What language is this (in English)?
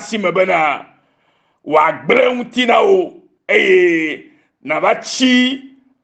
Ewe